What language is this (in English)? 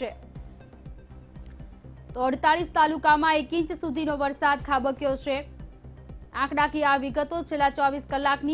Gujarati